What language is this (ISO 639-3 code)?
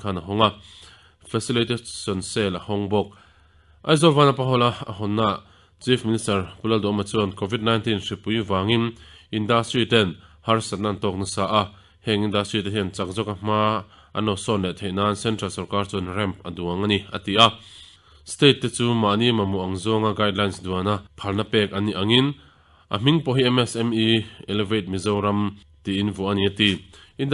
lus